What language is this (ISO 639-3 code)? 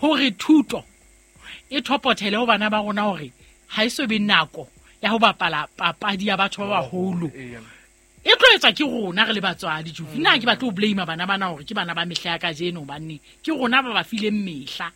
sot